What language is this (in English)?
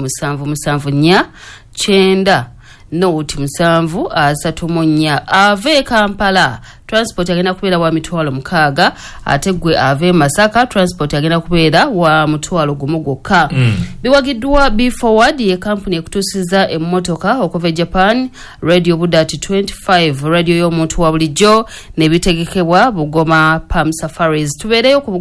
Ganda